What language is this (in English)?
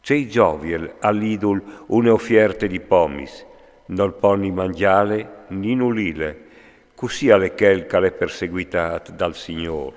Friulian